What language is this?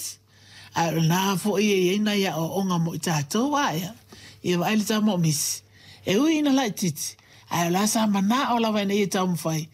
Samoan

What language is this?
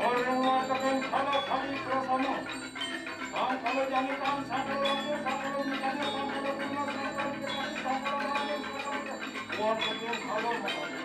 Balinese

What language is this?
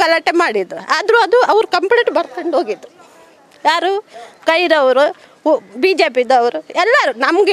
Kannada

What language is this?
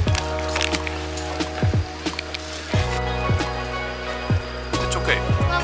Dutch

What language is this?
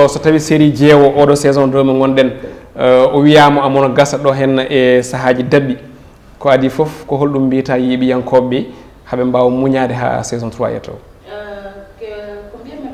Fula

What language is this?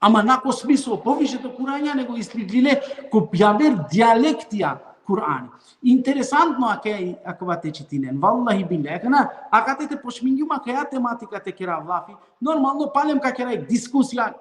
Balkan Romani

